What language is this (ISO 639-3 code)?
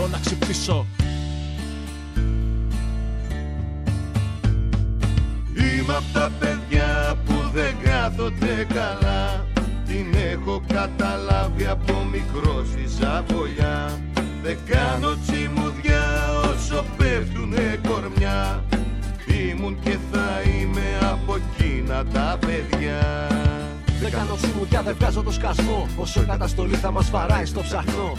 ell